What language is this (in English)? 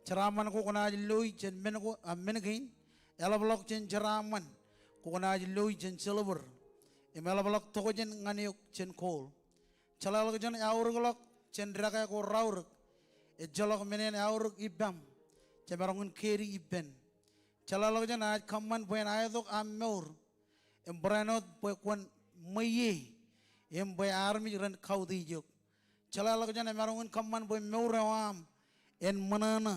Marshallese